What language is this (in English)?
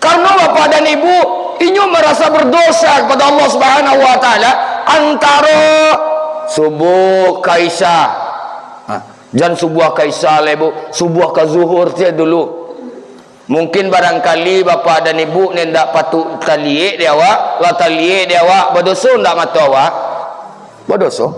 Minangkabau